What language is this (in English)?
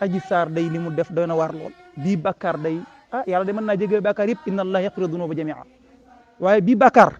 Wolof